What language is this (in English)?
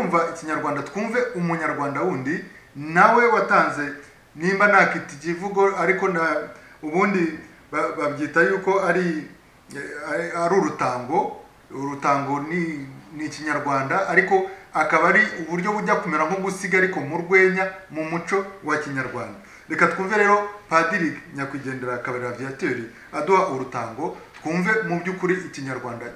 Kinyarwanda